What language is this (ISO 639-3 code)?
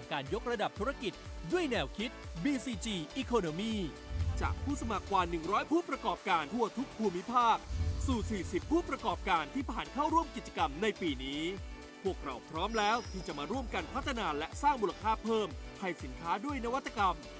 tha